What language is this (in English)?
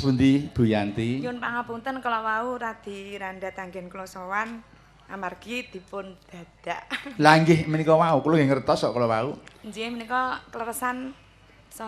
Javanese